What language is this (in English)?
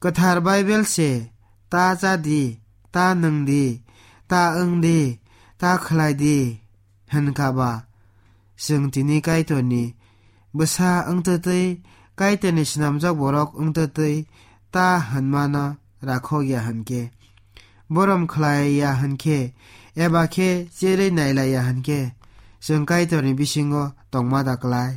Kok Borok